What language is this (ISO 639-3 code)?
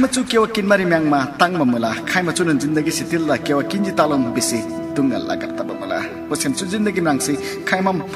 taj